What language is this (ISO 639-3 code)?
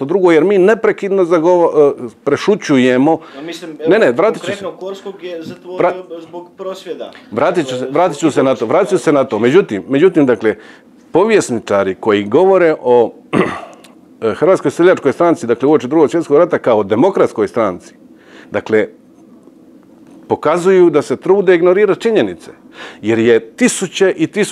hrv